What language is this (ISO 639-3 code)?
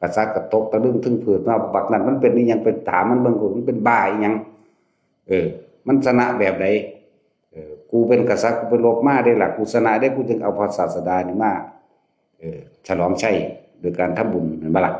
tts